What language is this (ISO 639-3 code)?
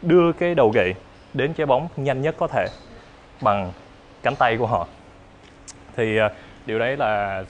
vie